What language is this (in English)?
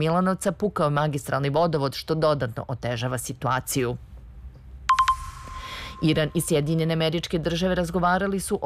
Serbian